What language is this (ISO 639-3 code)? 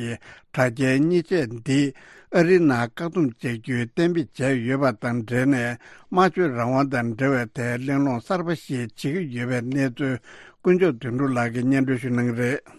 bod